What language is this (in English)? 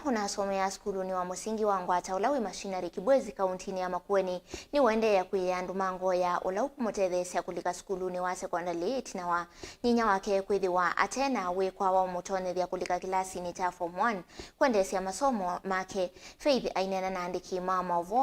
Kamba